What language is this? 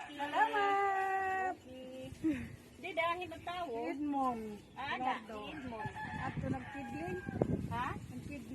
Waray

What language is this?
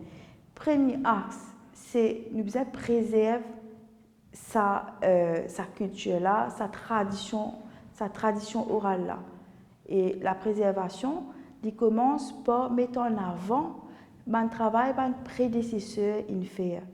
Morisyen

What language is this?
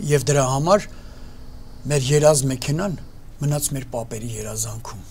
Armenian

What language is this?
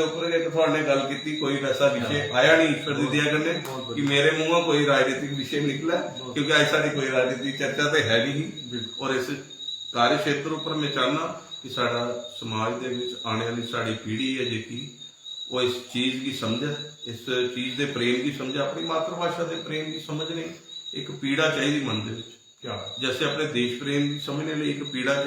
Dogri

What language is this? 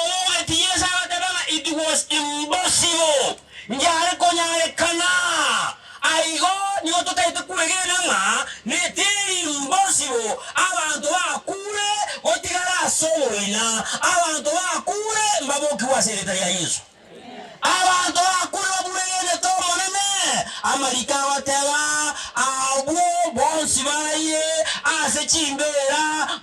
Gusii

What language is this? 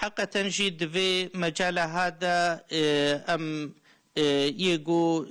Kurdish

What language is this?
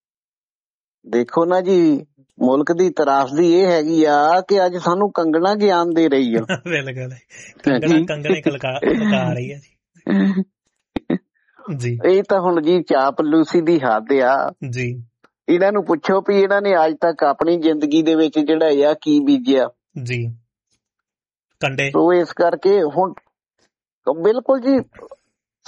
Punjabi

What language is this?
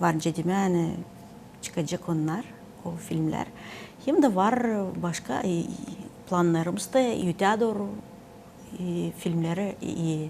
Gagauz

